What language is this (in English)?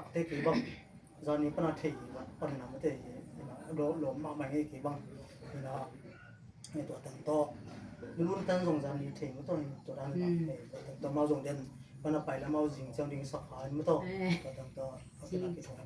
Tedim Chin